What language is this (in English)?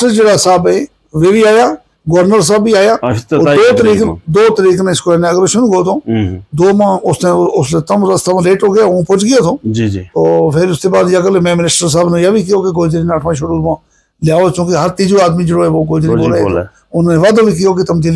Gujari